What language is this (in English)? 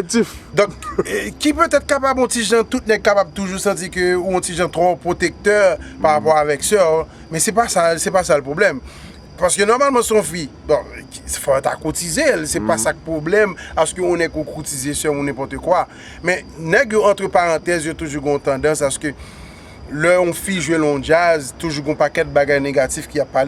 Haitian Creole